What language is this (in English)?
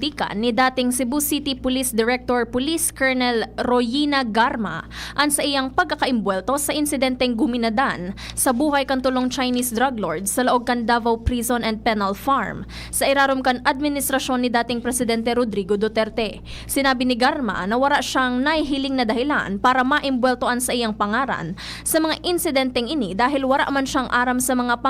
Bikol